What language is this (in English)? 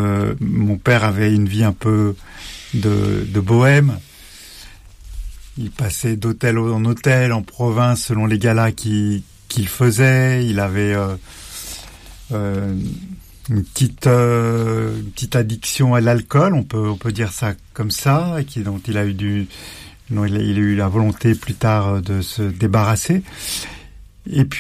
French